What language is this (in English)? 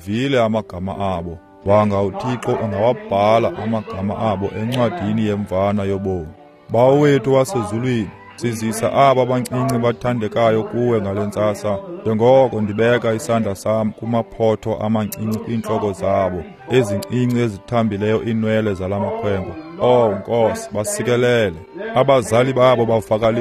Xhosa